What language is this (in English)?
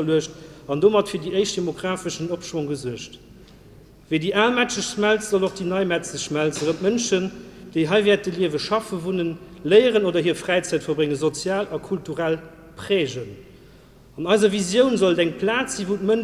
Luxembourgish